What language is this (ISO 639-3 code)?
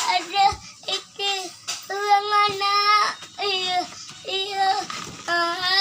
min